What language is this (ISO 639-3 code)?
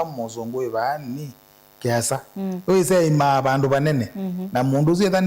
kam